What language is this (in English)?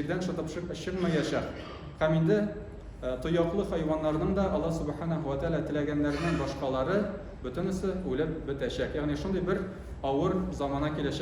Tatar